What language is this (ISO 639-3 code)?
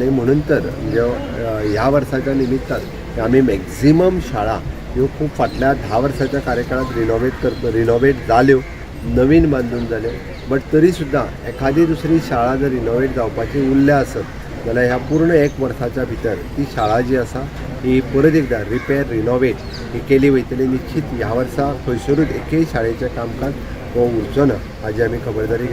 kok